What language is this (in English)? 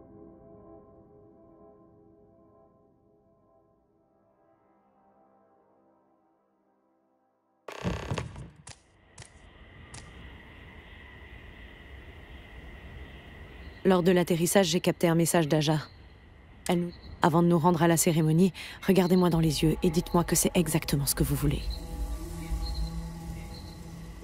French